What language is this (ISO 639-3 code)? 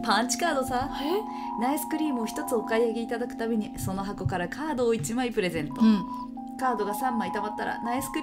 jpn